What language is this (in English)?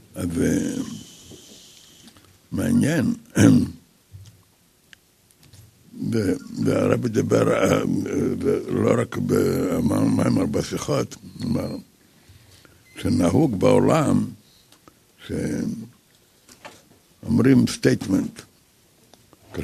Hebrew